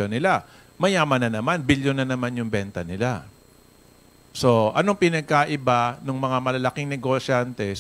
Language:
Filipino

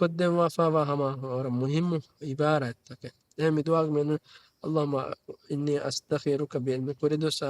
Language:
Divehi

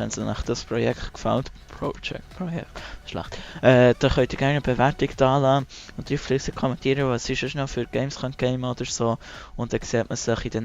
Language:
Swiss German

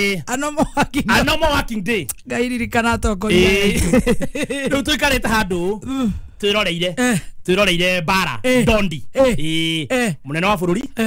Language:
Kikuyu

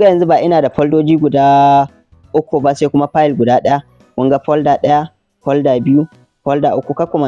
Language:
Hausa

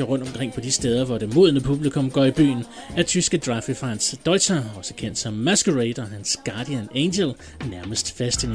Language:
Danish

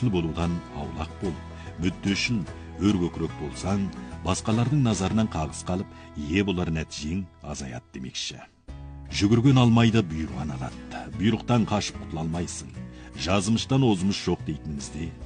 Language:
Kazakh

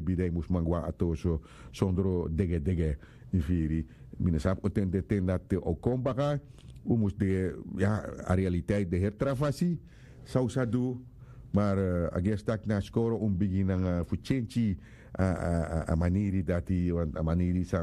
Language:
Sranan Tongo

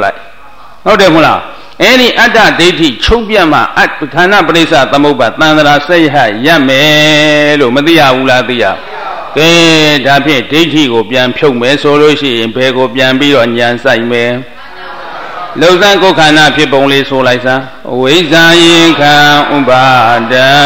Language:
Burmese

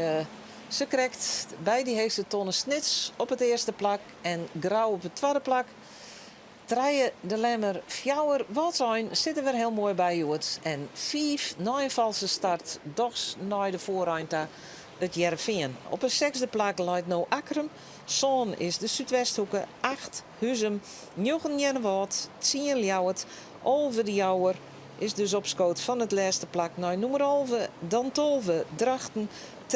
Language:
Western Frisian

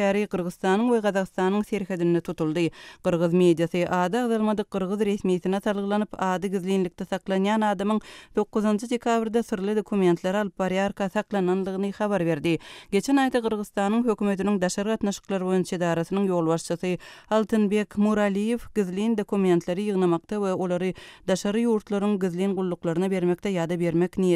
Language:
Turkmen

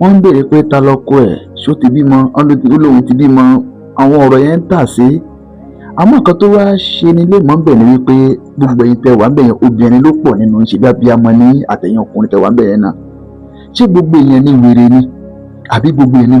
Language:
Yoruba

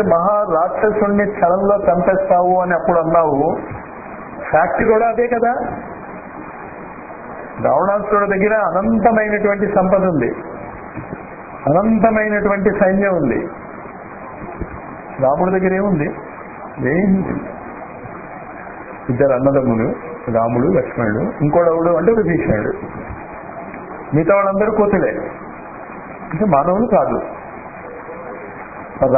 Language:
Telugu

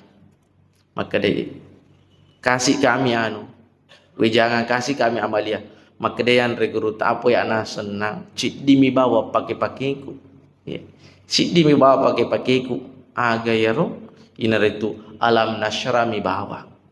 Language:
Buginese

